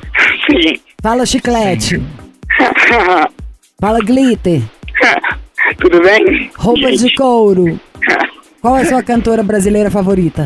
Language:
Portuguese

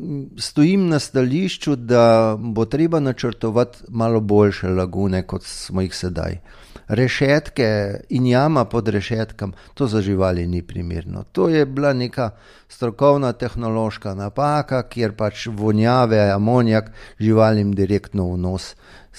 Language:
Slovenian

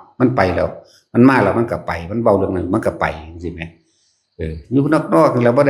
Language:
Northeastern Thai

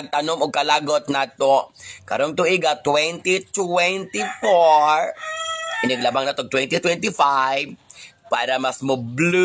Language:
Cebuano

